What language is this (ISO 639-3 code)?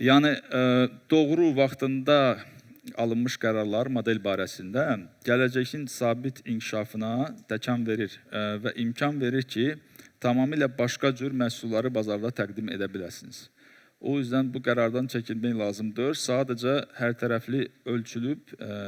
aze